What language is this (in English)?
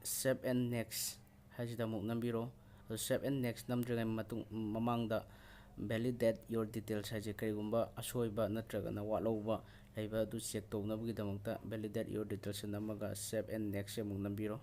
Manipuri